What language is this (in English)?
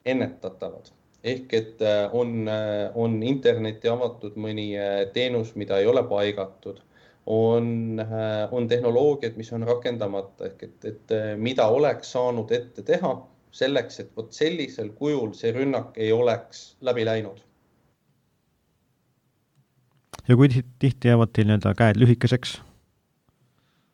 Estonian